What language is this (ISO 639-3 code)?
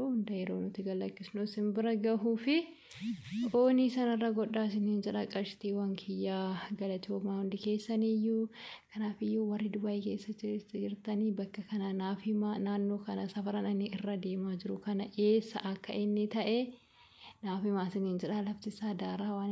orm